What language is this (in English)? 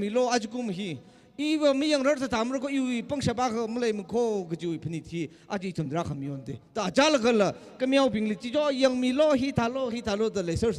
Tangkhul Naga (India)